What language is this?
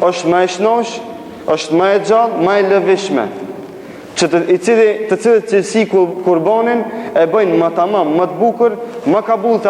Albanian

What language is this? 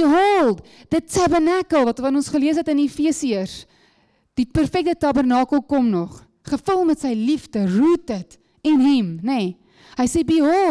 Afrikaans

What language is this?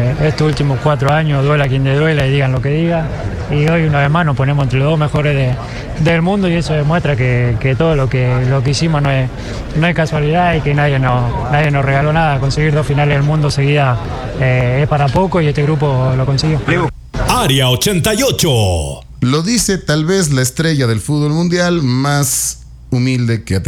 Spanish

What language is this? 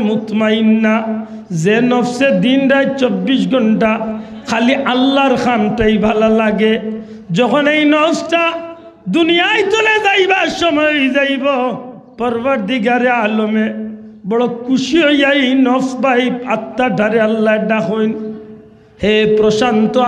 Sylheti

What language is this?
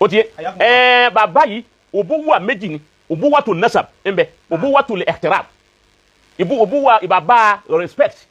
Yoruba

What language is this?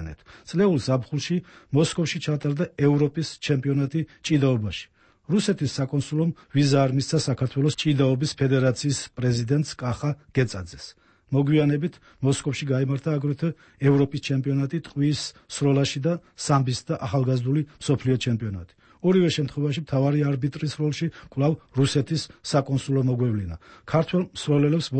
Georgian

